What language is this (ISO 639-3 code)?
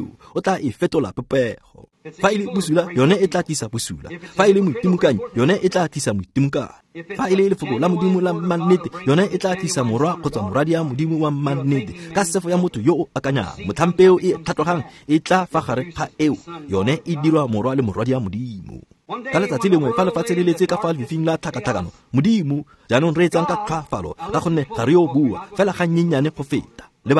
tsn